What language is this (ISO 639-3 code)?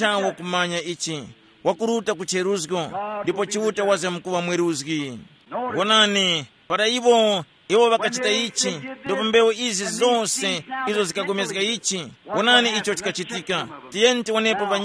tum